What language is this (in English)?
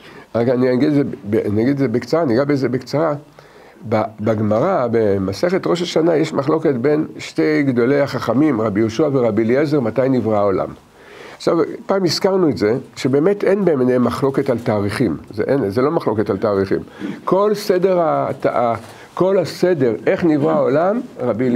Hebrew